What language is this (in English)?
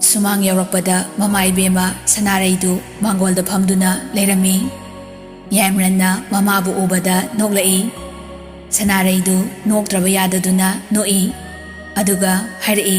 Manipuri